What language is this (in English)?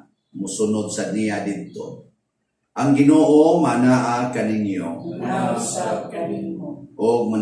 Cebuano